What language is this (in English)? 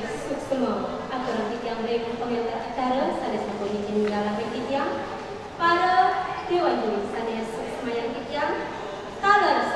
Balinese